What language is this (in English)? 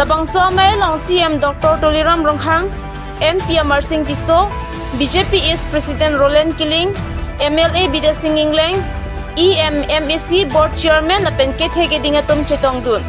Karbi